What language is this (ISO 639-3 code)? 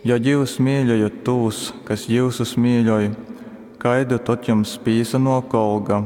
ltg